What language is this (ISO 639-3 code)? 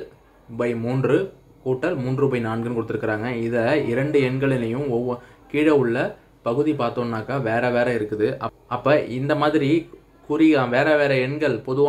tam